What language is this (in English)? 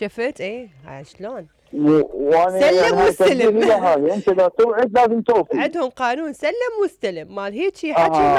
Mesopotamian Arabic